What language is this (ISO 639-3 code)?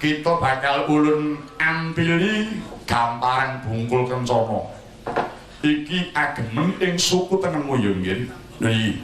jav